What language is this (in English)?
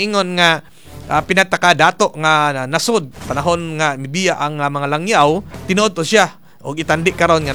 Cebuano